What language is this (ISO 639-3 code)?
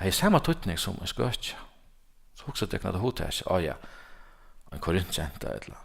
fao